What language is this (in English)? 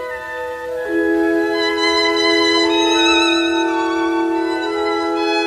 Hungarian